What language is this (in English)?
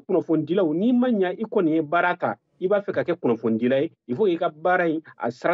Bambara